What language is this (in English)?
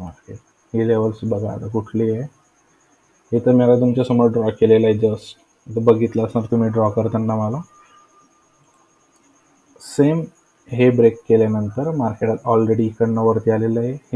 Marathi